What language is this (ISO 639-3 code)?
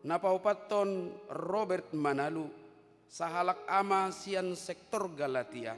bbc